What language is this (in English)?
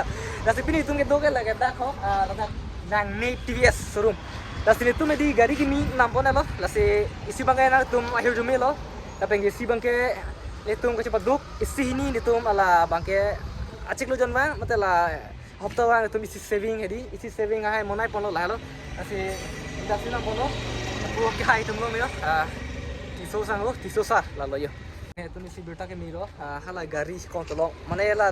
Karbi